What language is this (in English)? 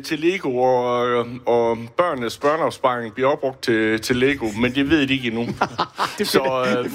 Danish